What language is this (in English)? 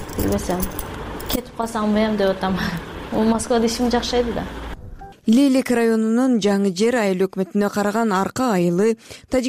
Kyrgyz